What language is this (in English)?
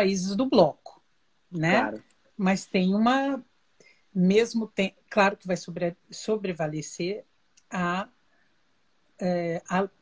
Portuguese